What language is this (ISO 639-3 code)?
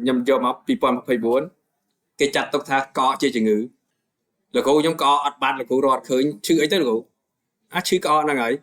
khm